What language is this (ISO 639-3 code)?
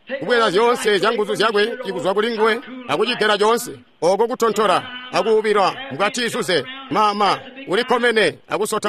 toi